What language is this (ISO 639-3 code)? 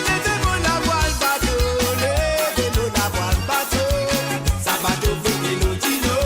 mfe